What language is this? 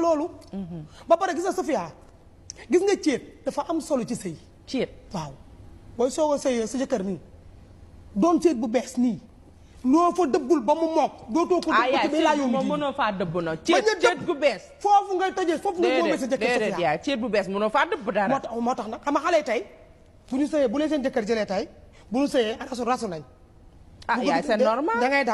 Wolof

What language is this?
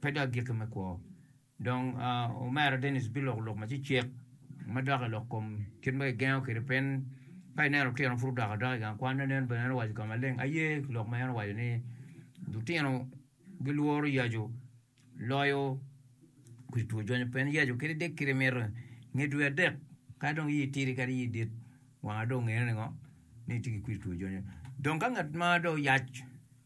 Acoli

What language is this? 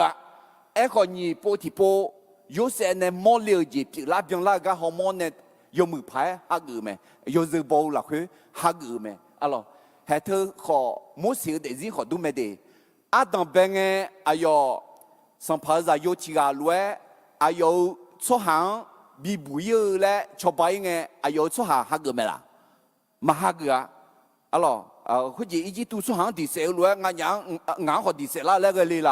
Akha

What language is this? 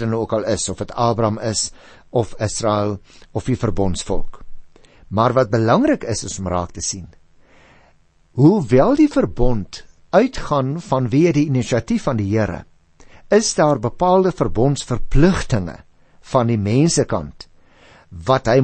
Afrikaans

